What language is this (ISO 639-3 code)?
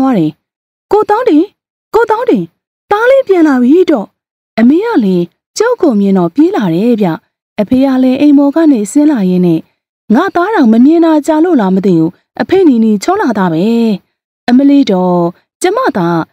mya